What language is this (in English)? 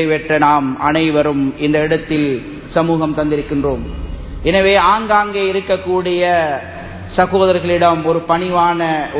Tamil